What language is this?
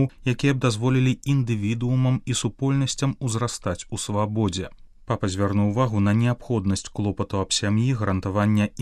Belarusian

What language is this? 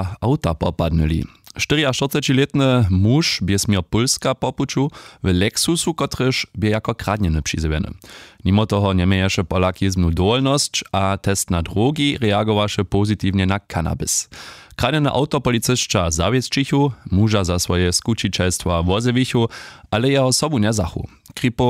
Upper Sorbian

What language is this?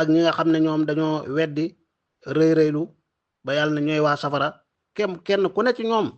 Wolof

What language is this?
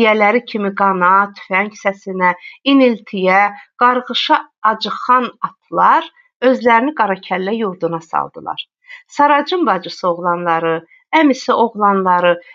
Azerbaijani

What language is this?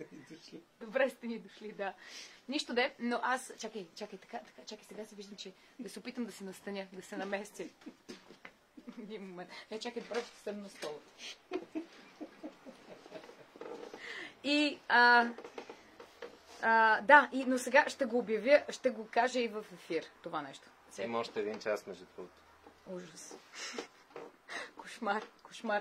Bulgarian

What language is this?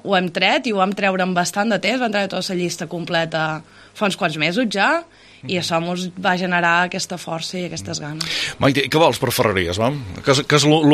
Catalan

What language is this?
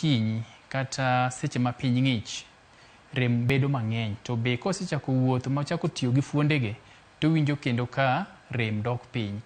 Luo (Kenya and Tanzania)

